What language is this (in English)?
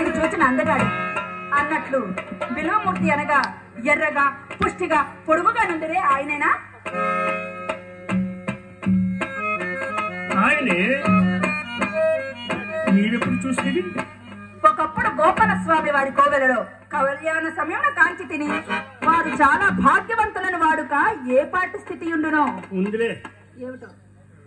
Telugu